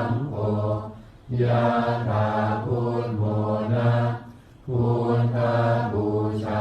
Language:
Pali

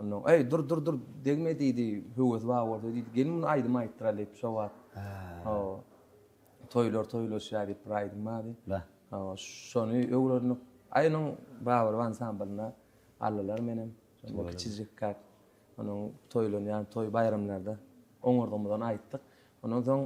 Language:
Turkmen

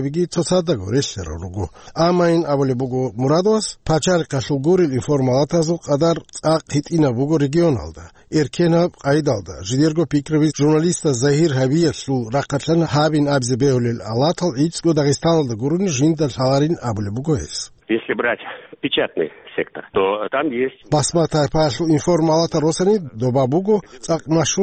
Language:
Avaric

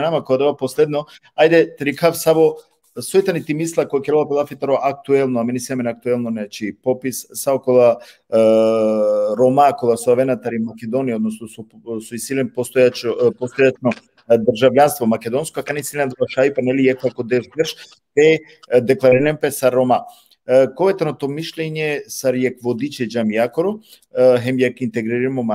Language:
Balkan Romani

